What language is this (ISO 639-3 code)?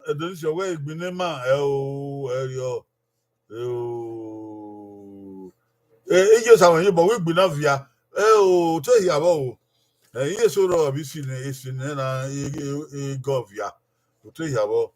bin